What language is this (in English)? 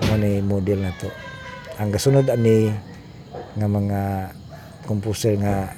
Cebuano